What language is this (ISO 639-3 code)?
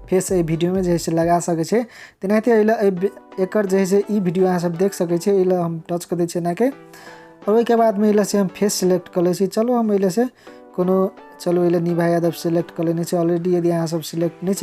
mai